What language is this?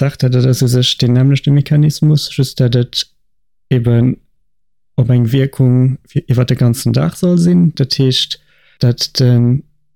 Luxembourgish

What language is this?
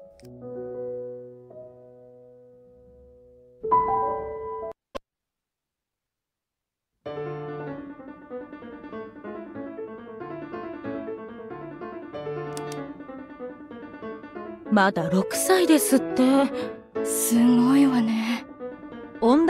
Japanese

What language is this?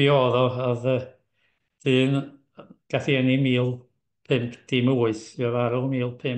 Welsh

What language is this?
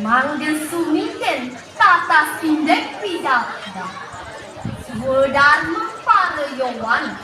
Balinese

